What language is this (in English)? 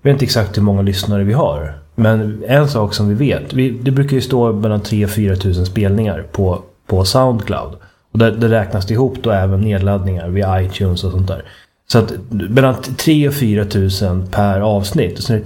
Swedish